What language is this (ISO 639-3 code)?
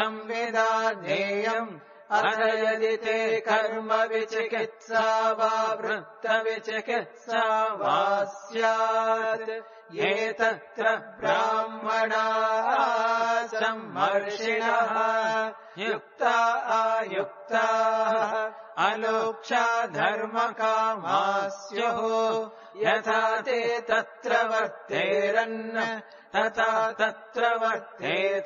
san